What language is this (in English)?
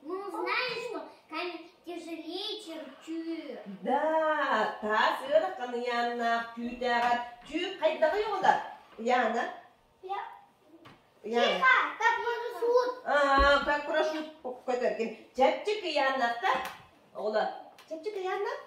Yakut